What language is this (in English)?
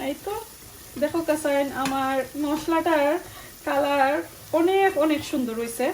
Sylheti